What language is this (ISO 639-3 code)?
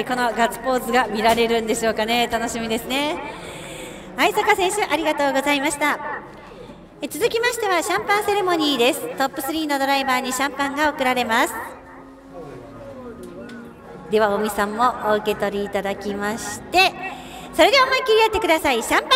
jpn